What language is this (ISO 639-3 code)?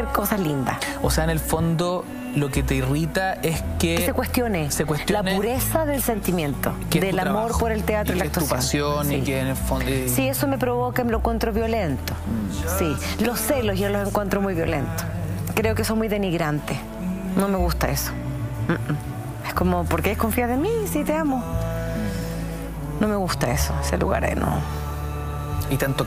spa